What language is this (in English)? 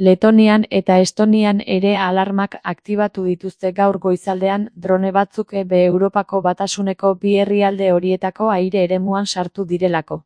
Basque